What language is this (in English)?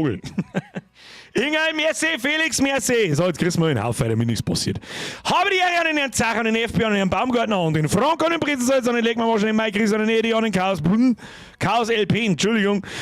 Bavarian